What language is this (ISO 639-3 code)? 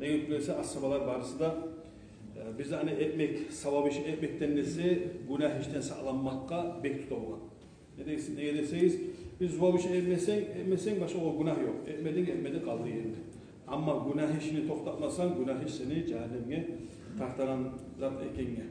kum